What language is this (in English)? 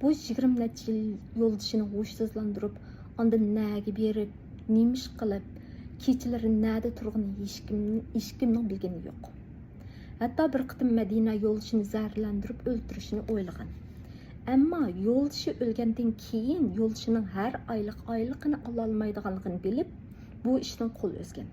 Uyghur